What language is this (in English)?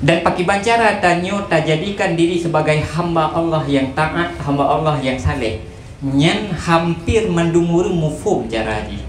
Achinese